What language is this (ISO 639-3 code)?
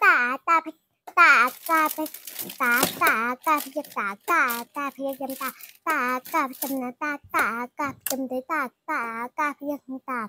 shn